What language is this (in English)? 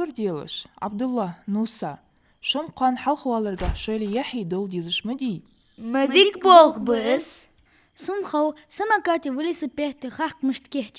Ingush